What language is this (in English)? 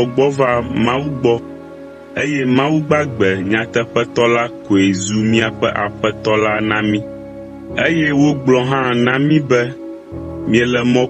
Ewe